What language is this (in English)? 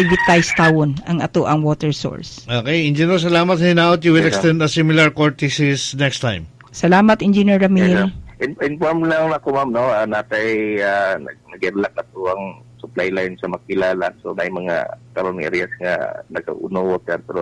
Cebuano